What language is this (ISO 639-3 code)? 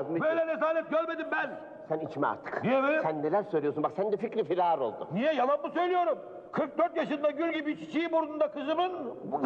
tur